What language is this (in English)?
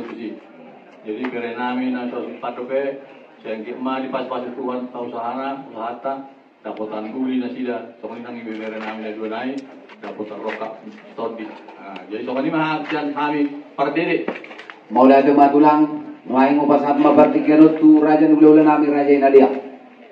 Batak Toba